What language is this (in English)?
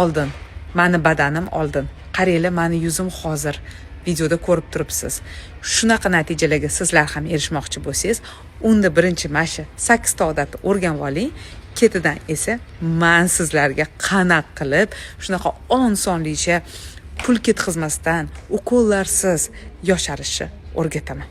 Uzbek